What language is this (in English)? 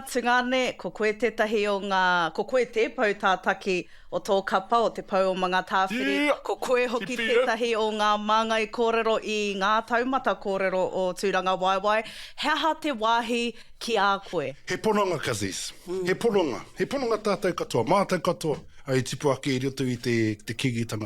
Māori